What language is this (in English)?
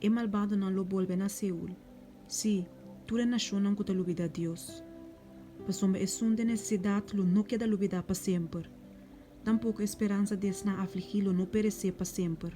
Papiamento